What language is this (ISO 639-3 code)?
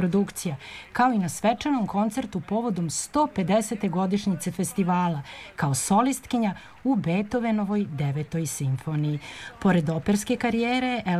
srp